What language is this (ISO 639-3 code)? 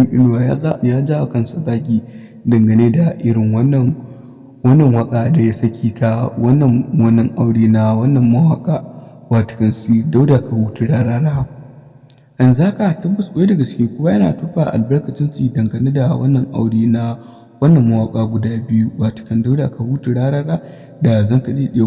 hau